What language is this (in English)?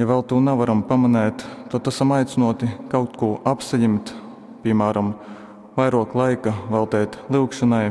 Latgalian